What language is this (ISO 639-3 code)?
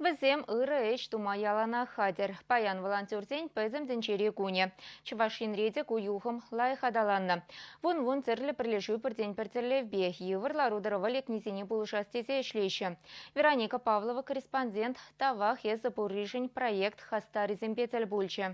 chv